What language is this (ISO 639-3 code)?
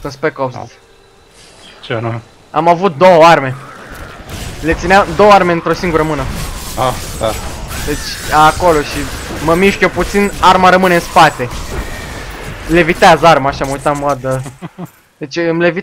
ron